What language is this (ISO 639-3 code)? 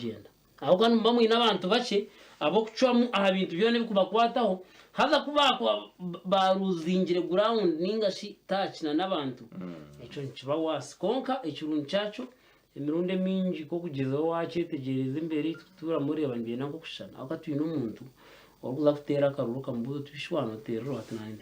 nyn